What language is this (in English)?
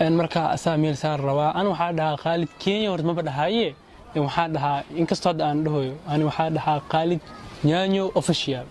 Somali